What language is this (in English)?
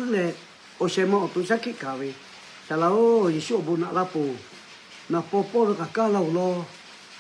Lahu